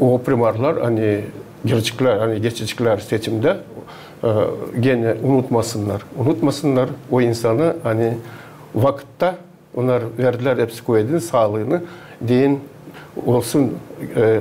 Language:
Gagauz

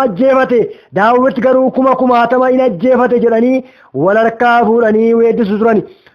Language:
Oromo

